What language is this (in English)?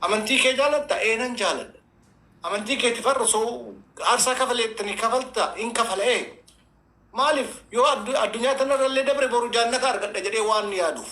Oromo